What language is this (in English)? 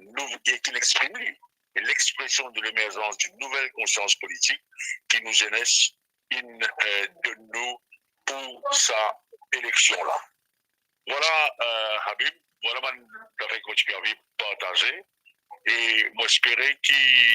Morisyen